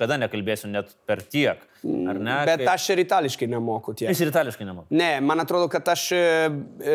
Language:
Lithuanian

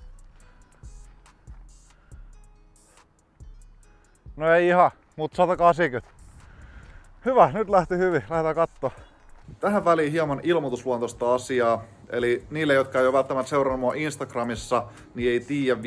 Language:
Finnish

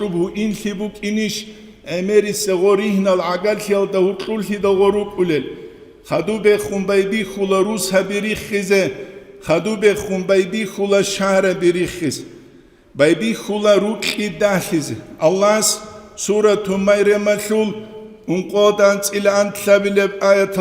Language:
Avaric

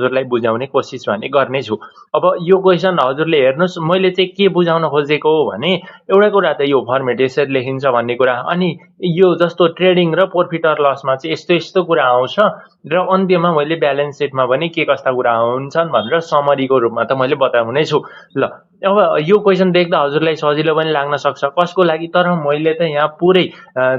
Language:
Nepali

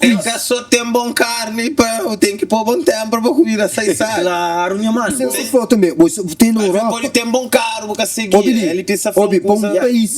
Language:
Kabuverdianu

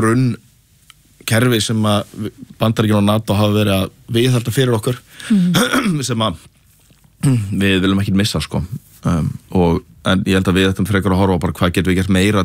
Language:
Icelandic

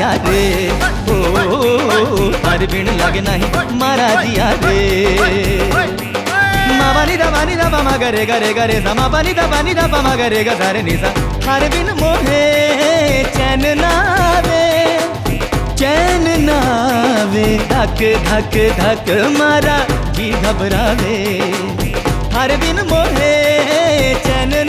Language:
Hindi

